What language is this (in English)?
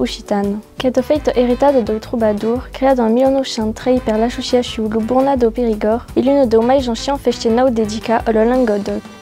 Occitan